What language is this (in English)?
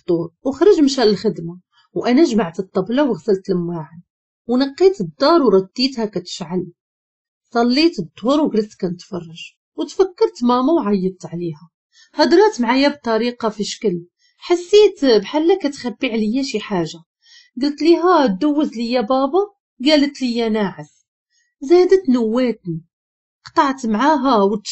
Moroccan Arabic